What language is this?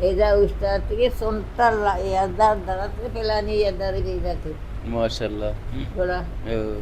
Baluchi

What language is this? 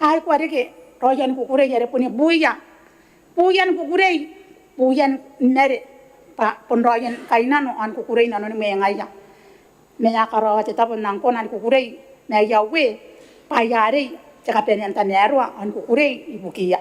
Gilbertese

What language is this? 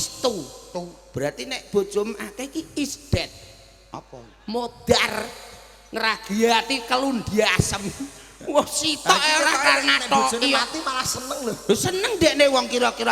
Javanese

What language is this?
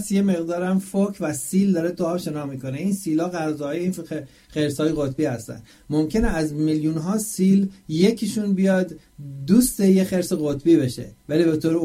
Persian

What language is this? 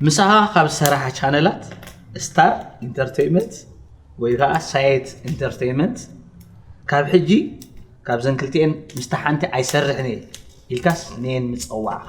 Tigrinya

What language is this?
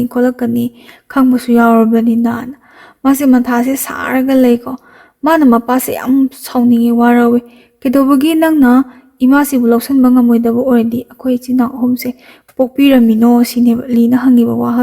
Manipuri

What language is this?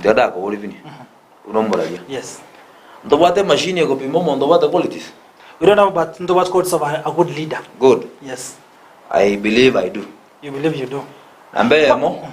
Gusii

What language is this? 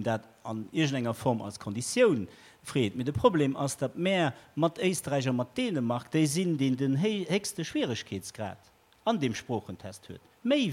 Luxembourgish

